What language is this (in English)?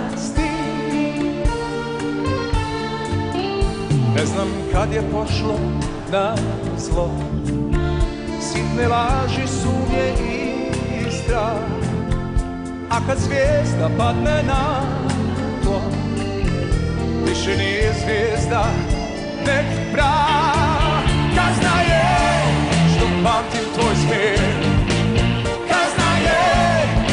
Serbian